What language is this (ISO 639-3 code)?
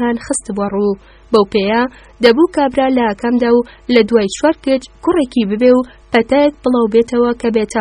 ckb